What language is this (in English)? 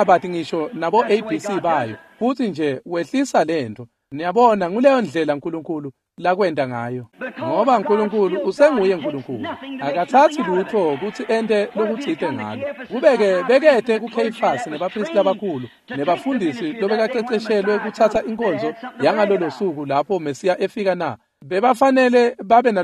Swati